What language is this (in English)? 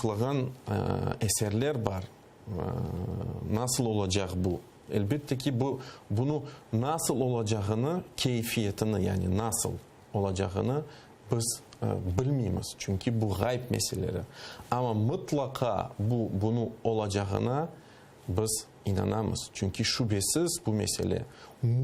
Crimean Tatar